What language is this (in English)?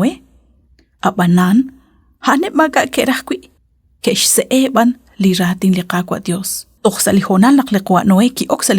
Kekchí